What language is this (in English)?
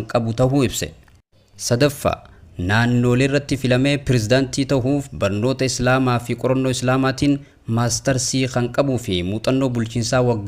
Oromo